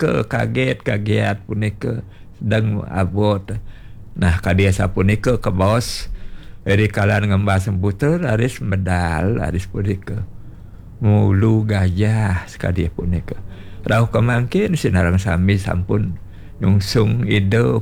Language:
Balinese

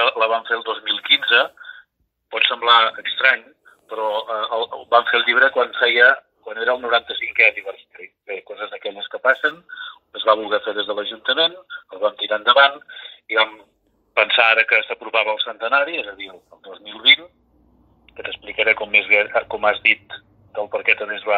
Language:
Catalan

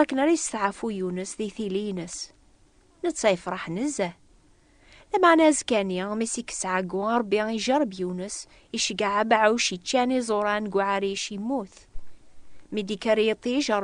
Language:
Kabyle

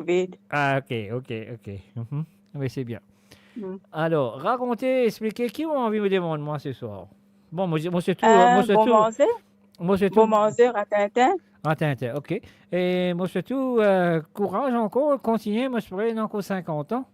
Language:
Morisyen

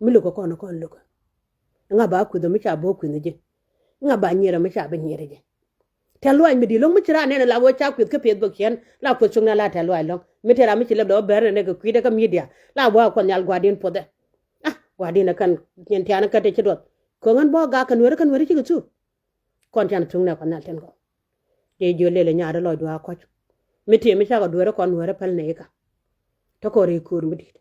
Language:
Nuer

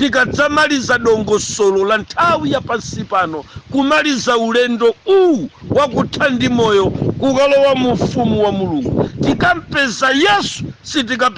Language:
Nyanja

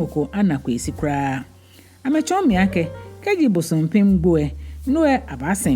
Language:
Ga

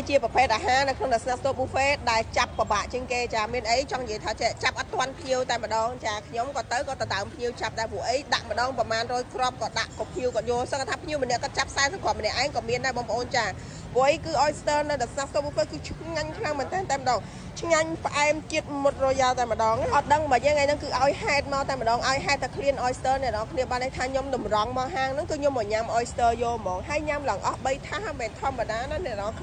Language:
Khmer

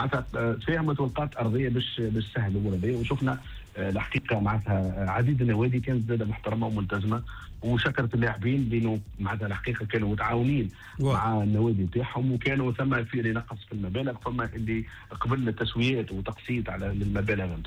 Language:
Tunisian Arabic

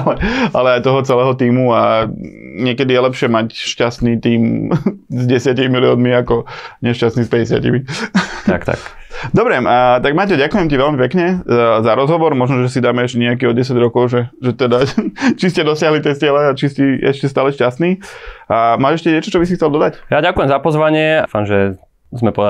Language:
Slovak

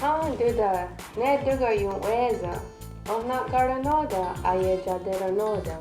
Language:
Mohawk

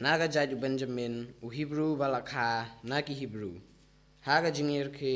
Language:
Khasi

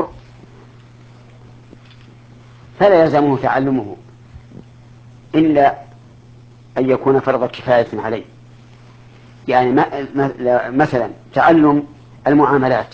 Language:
Arabic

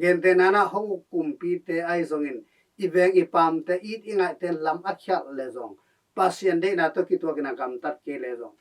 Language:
Tedim Chin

